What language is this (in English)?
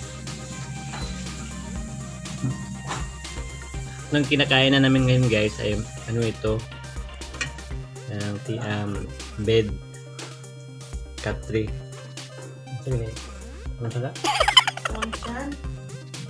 Filipino